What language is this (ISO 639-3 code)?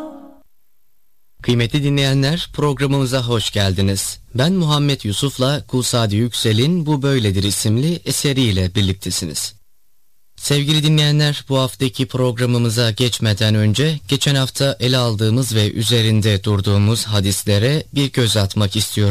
tur